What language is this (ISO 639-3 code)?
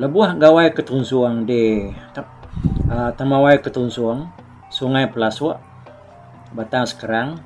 iba